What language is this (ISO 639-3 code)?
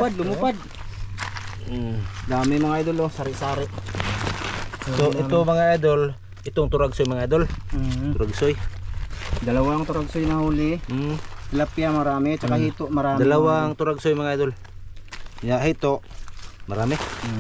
fil